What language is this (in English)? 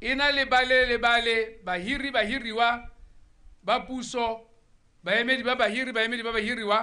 Tswana